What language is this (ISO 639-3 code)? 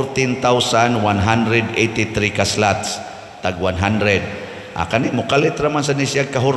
ceb